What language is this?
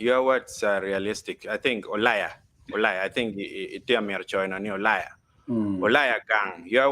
Acoli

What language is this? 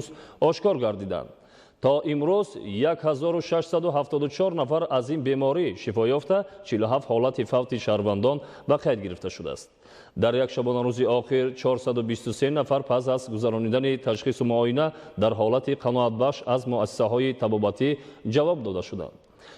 Tajik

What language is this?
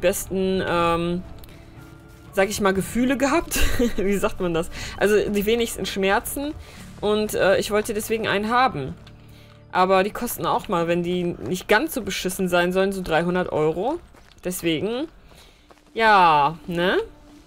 German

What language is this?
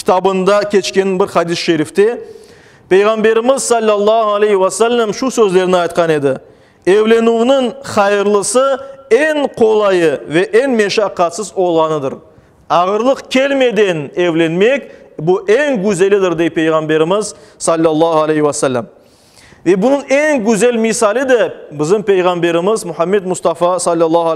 Crimean Tatar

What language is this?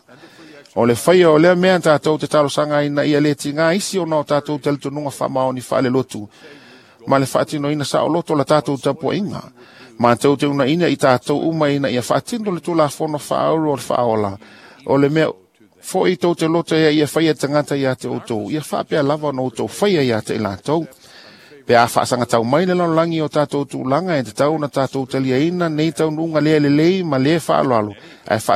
Samoan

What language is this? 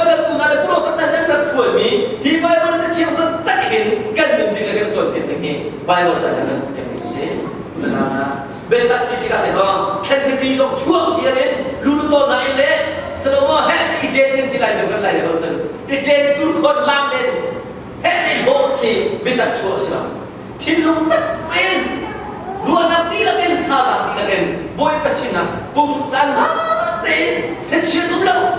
Hakha Chin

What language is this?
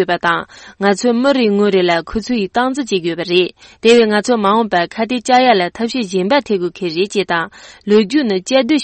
Tibetan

